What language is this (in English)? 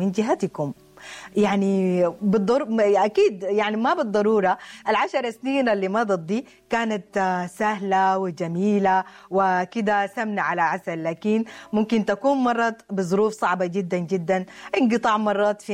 Sudanese Arabic